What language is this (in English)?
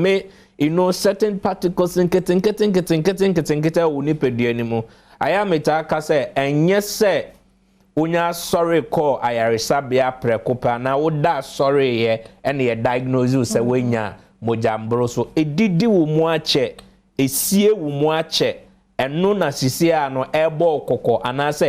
Akan